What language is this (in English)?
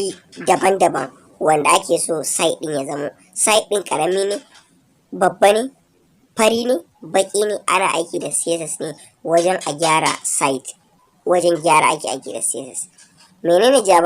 Hausa